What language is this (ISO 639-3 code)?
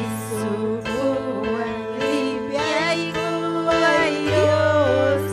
quy